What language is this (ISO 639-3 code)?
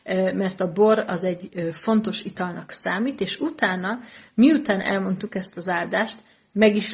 hun